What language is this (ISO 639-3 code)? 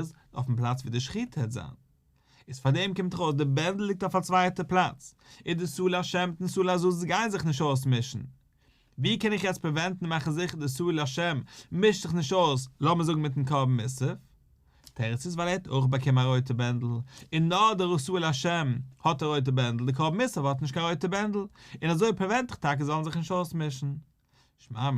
yid